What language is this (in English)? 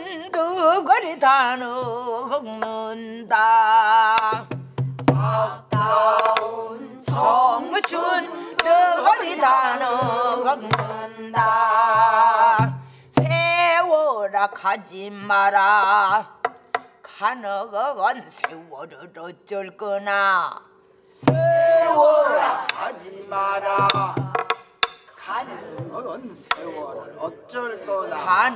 Korean